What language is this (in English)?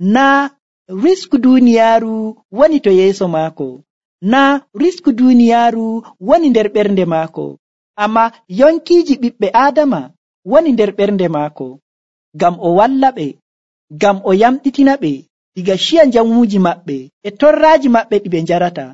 Nigerian Fulfulde